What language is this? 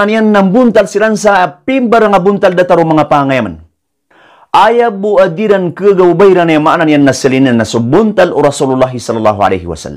Maranao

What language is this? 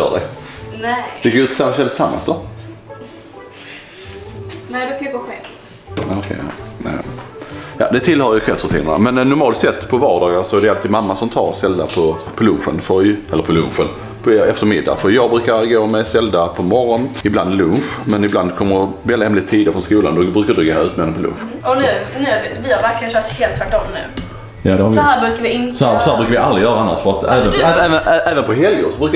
Swedish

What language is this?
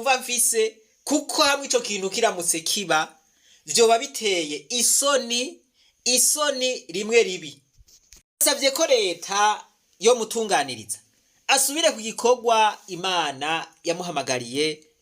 Rundi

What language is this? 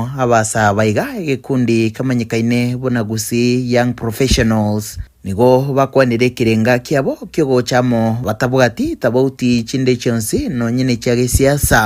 Gusii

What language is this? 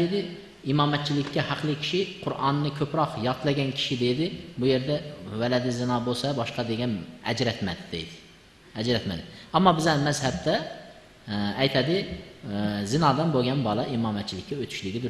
Uzbek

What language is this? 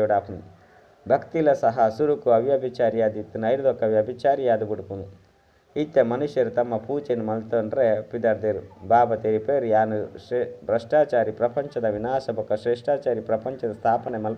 Tulu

